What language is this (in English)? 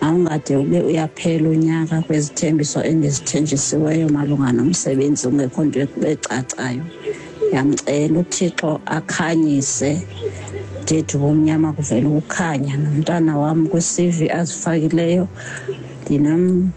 Xhosa